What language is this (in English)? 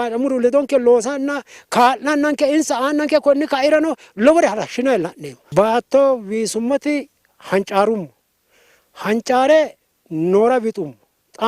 Sidamo